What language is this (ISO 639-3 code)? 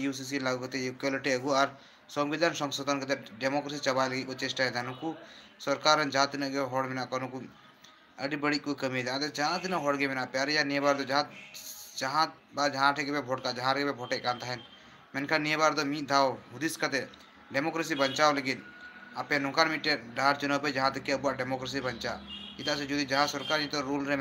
sat